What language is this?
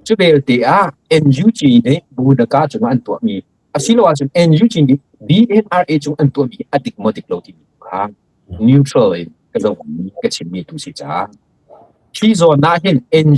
Hakha Chin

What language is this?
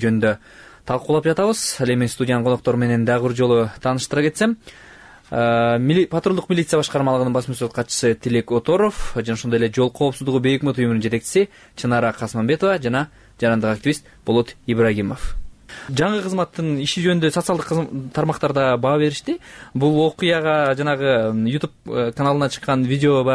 Kyrgyz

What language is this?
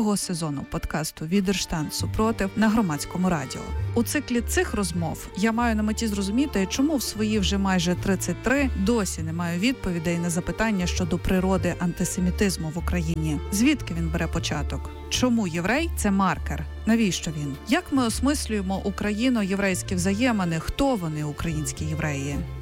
Ukrainian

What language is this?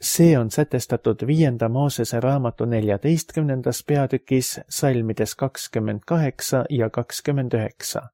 Estonian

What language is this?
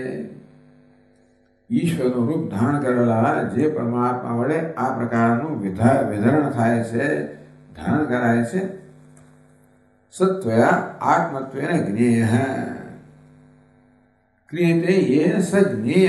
Gujarati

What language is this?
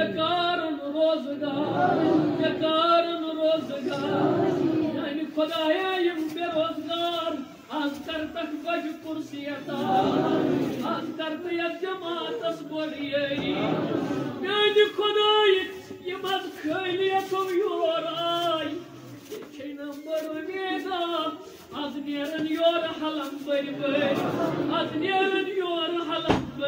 Kashmiri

